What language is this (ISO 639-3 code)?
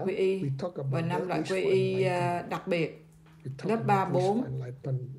vie